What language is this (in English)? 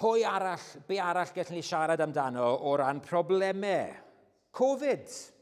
Welsh